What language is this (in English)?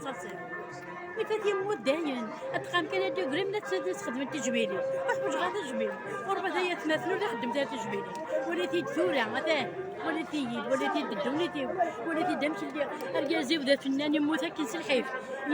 Kabyle